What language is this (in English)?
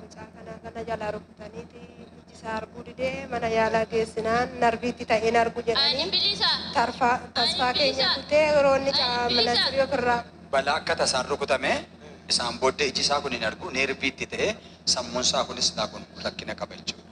Oromo